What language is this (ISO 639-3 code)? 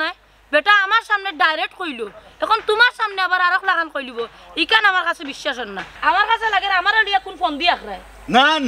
syl